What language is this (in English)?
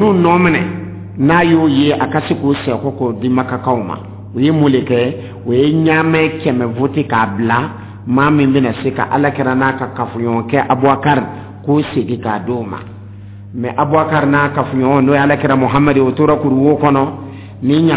Dyula